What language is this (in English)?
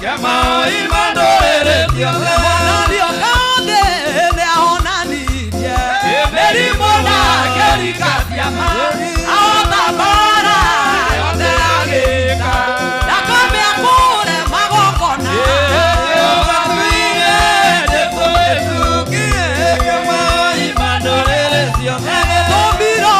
Kikuyu